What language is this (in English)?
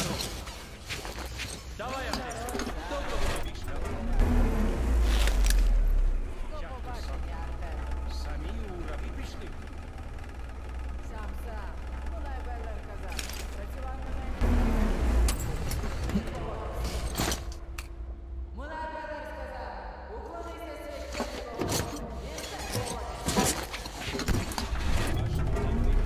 Ukrainian